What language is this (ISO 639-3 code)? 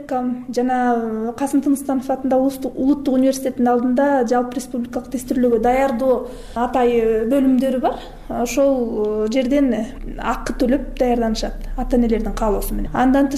kir